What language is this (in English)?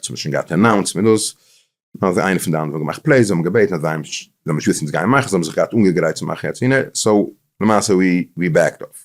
Yiddish